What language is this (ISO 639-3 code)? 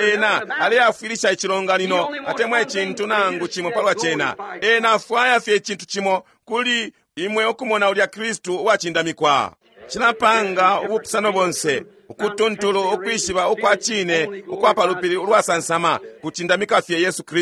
bem